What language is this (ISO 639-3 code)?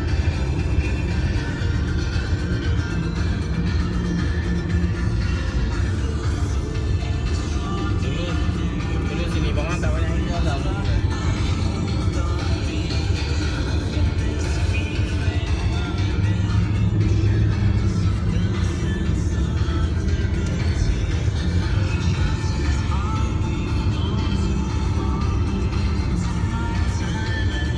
msa